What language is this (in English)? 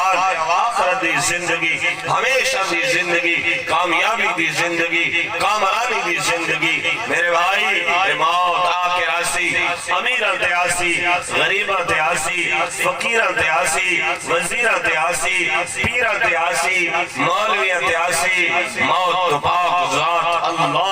Saraiki